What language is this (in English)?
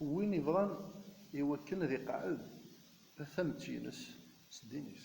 Kabyle